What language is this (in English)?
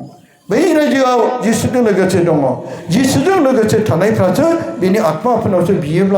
Bodo